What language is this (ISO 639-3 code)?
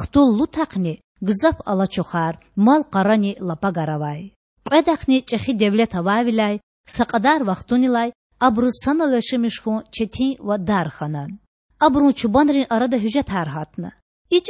lez